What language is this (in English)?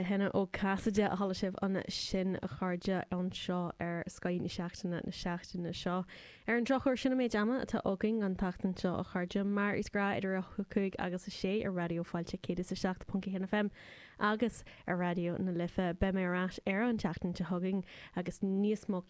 Irish